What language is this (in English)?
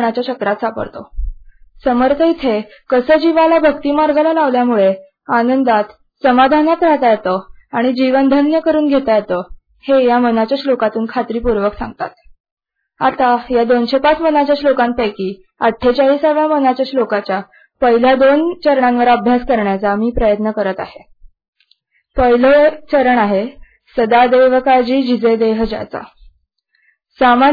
Marathi